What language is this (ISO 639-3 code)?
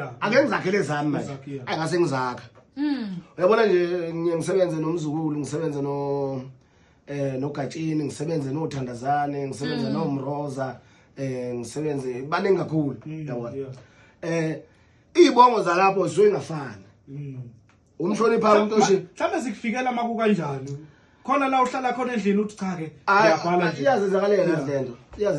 zul